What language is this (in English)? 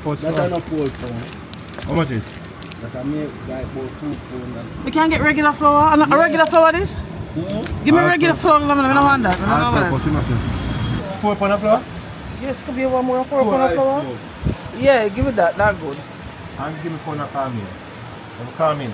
Jamaican Creole English